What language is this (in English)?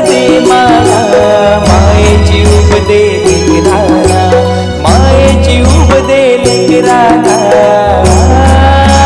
Marathi